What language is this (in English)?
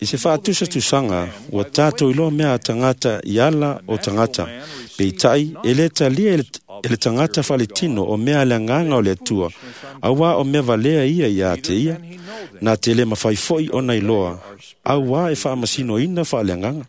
Samoan